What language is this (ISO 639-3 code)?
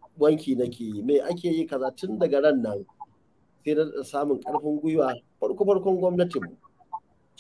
hau